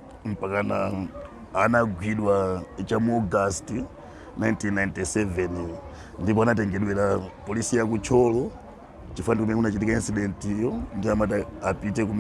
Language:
Nyanja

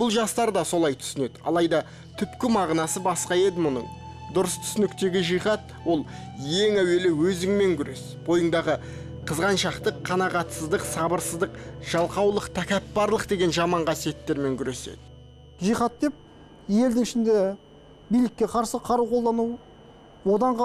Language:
Kazakh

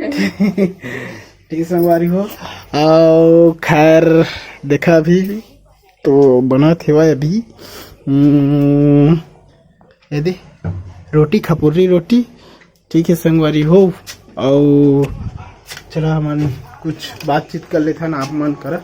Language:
Chhattisgarhi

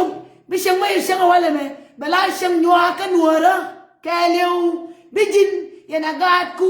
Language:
Nuer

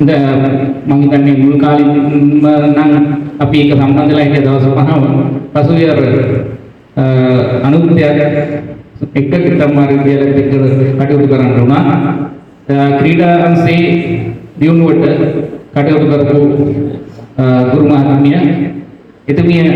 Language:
Sinhala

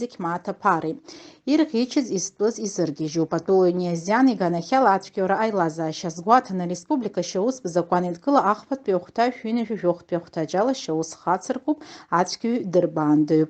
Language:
Abkhazian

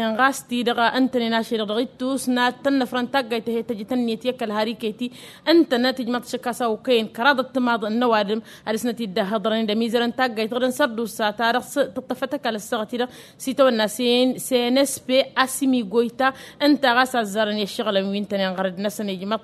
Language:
Tamasheq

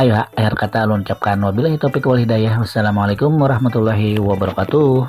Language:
Banjar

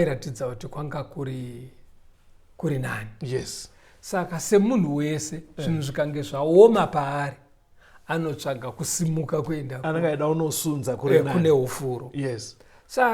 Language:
Shona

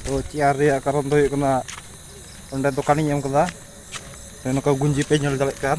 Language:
Santali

